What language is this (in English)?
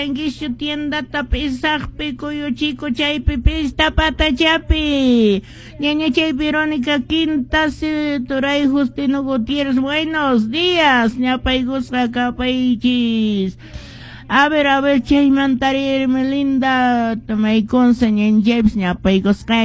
Quechua